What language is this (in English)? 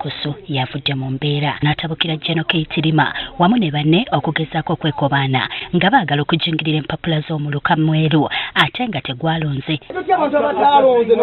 Ganda